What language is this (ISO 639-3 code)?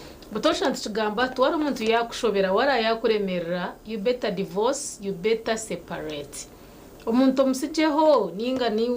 nyn